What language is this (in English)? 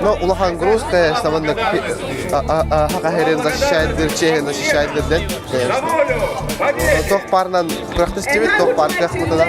Yakut